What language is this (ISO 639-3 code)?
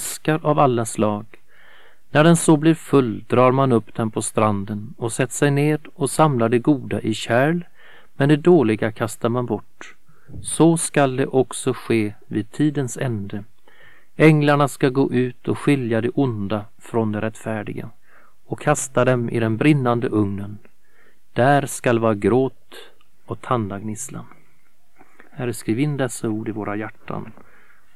swe